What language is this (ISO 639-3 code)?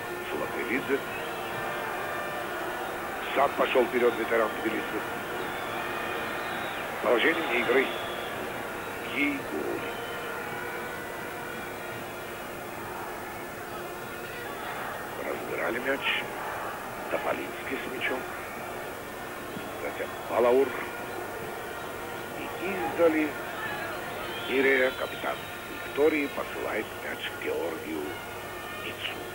rus